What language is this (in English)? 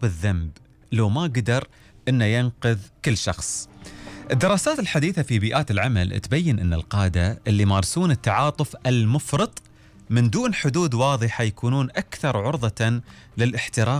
Gulf Arabic